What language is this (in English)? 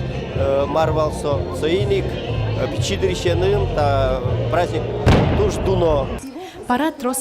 Udmurt